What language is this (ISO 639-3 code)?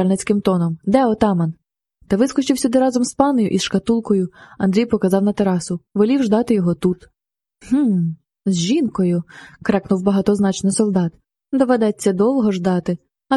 ukr